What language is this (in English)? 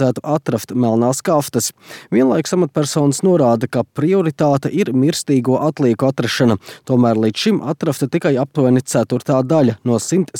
Latvian